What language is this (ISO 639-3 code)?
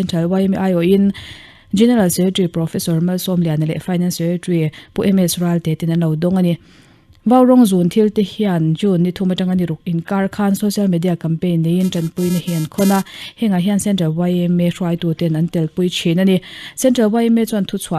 lus